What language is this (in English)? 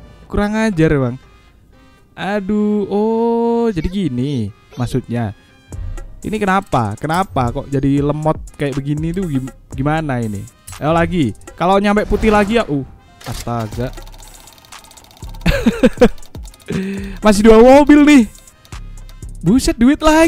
Indonesian